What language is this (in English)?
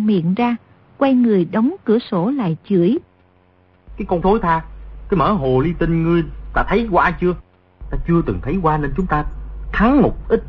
Vietnamese